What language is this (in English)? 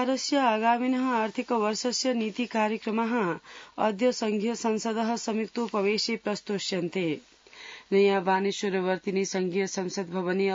Sanskrit